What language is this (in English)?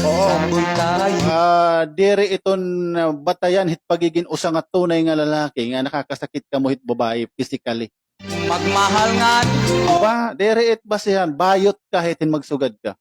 Waray